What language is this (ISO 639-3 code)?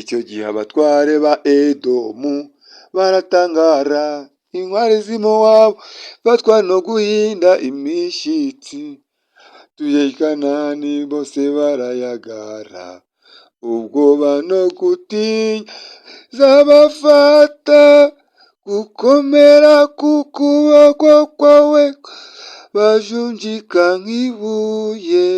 kin